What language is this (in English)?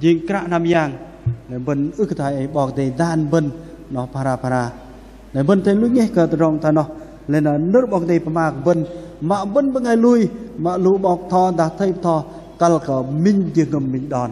Bahnar